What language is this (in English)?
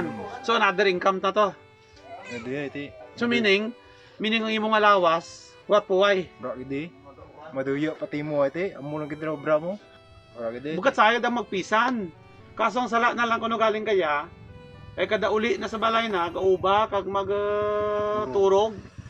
Kinaray-a